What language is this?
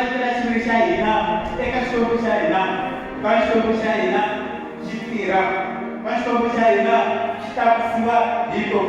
Tsonga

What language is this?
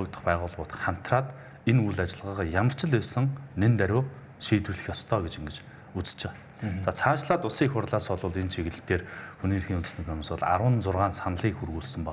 Mongolian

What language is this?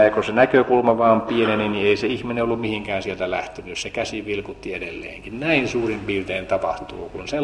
Finnish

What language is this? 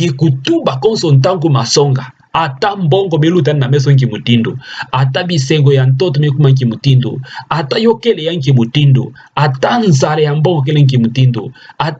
Kituba (Democratic Republic of Congo)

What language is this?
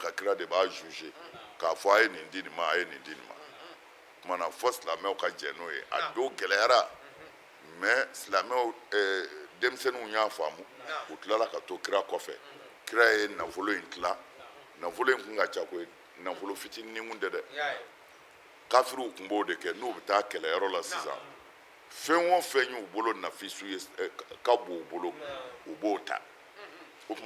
Bambara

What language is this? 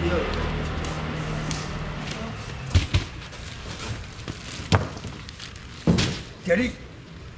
Chinese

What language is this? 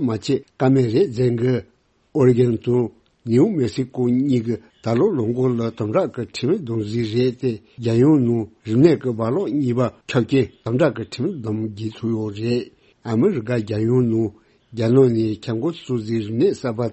Tibetan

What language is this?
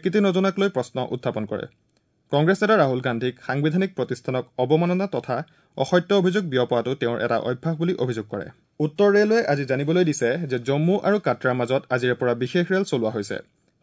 Assamese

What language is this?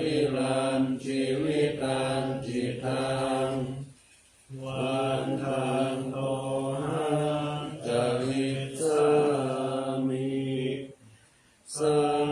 Pali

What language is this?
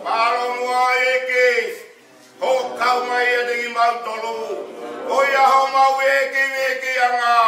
Tongan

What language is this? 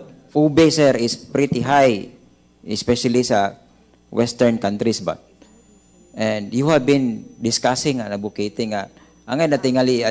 Cebuano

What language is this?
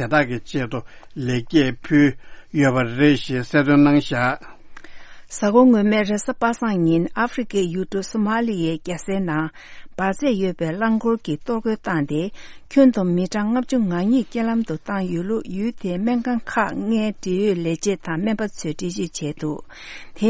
Tibetan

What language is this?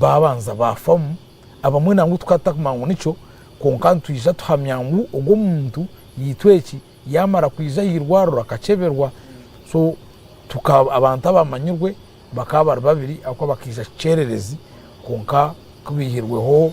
Nyankole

